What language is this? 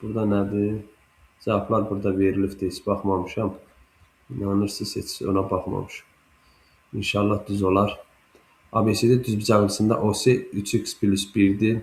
Azerbaijani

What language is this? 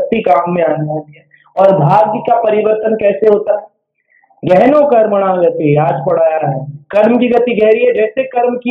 Hindi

